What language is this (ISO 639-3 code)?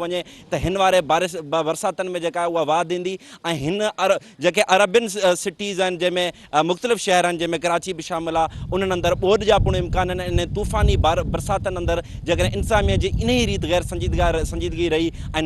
snd